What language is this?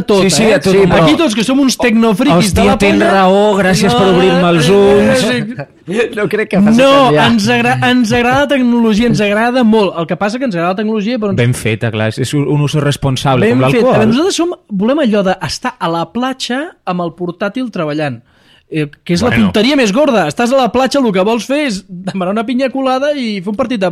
Catalan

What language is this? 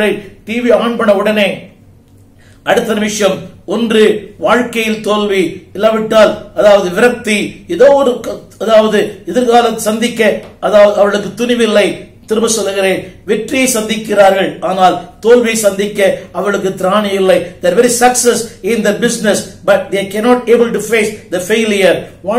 Tamil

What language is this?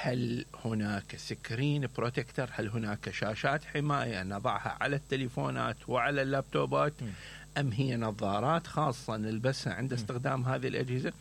Mesopotamian Arabic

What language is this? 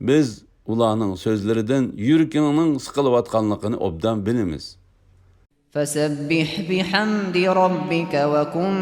Uyghur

